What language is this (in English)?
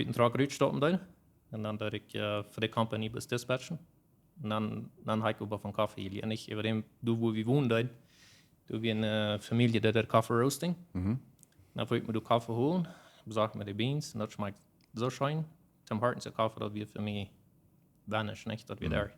Plautdietsch